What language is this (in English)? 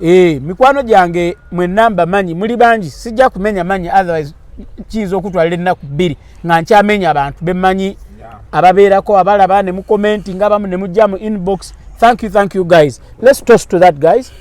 Ganda